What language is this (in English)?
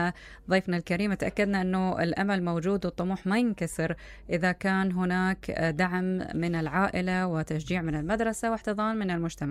Mesopotamian Arabic